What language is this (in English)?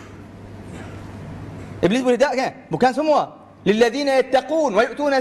Malay